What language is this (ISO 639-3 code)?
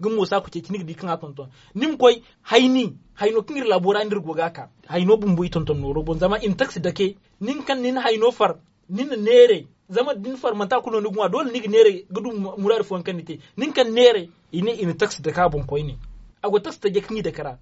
dje